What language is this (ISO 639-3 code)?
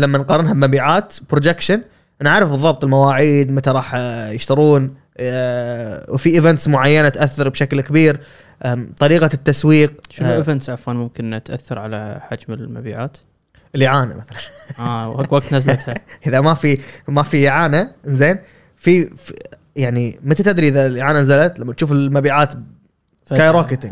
afb